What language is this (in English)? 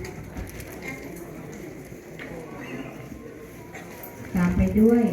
Lao